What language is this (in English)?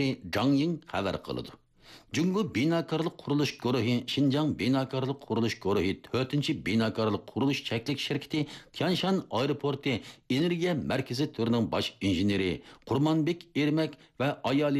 Uyghur